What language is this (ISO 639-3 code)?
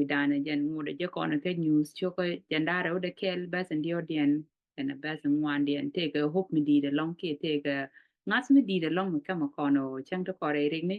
nus